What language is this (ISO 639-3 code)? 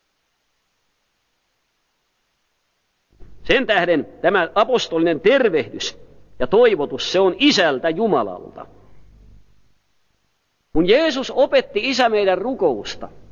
fin